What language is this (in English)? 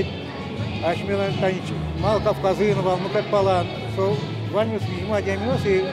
Udmurt